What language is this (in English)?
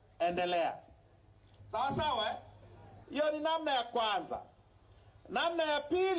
Swahili